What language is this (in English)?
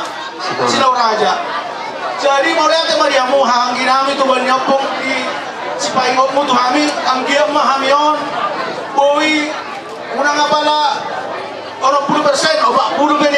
Batak Toba